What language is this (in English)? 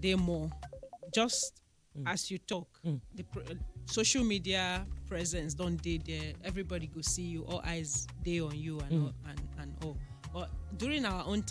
Nigerian Pidgin